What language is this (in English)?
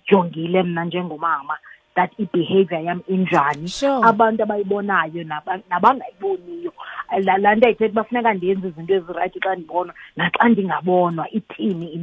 Xhosa